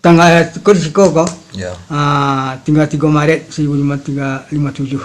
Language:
Minangkabau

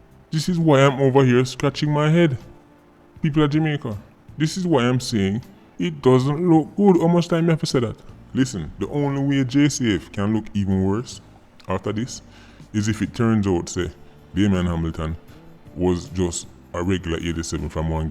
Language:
Jamaican Creole English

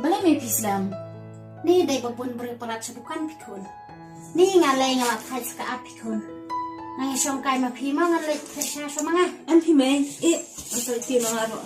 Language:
Khasi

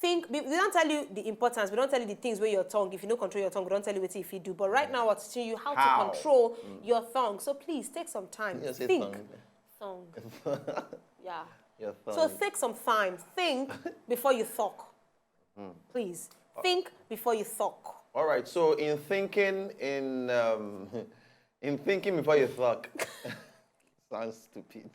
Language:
Nigerian Pidgin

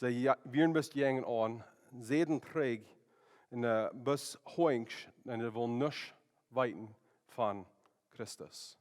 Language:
Plautdietsch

